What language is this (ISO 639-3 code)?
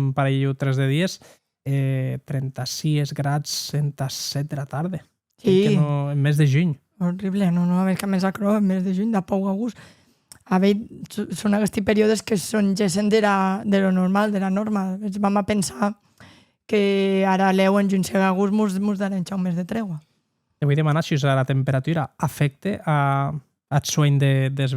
oci